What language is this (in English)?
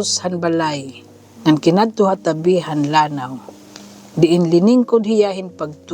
Waray